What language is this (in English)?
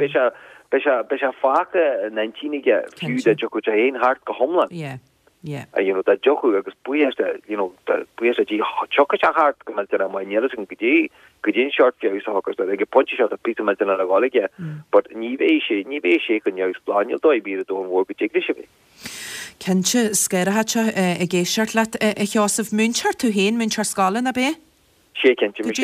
Irish